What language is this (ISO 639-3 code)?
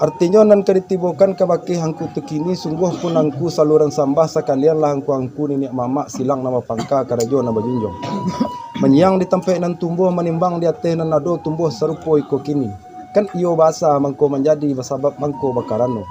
min